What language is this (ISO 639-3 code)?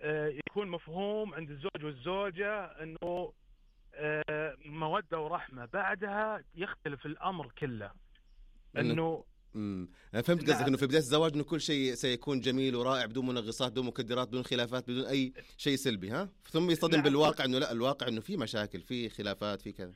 ars